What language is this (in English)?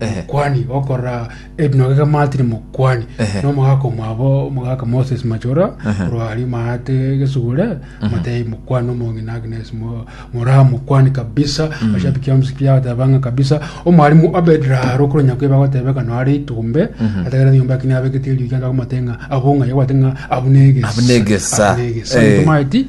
Gusii